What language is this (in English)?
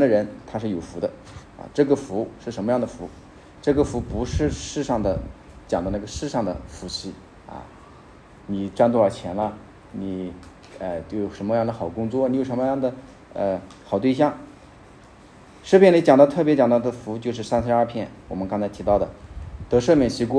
Chinese